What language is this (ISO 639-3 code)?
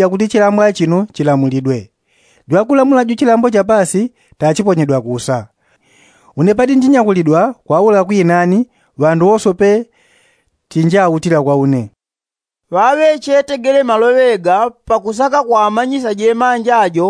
yao